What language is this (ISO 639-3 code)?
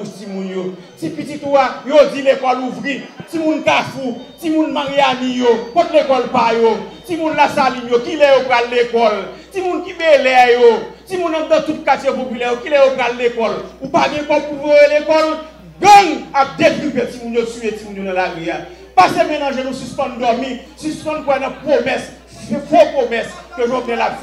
hat